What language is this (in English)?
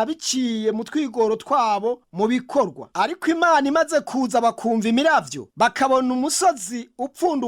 Rundi